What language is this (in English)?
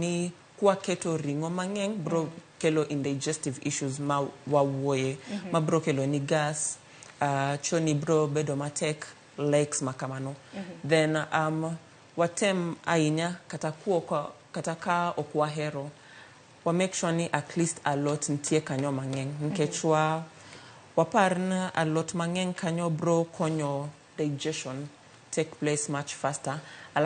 Luo (Kenya and Tanzania)